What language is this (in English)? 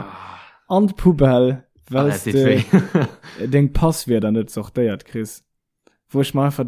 Luxembourgish